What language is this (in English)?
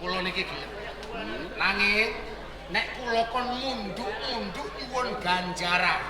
Javanese